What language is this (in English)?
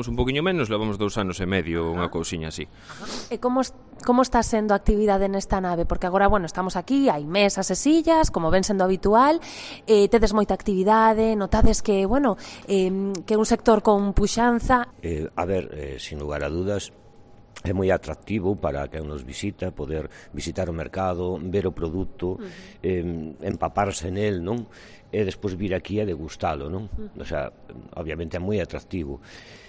Galician